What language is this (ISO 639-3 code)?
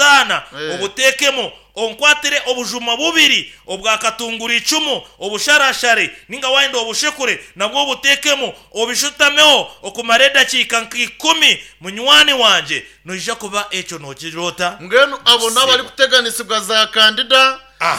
nyn